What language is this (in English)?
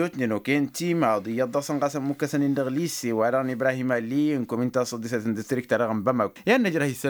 Tamasheq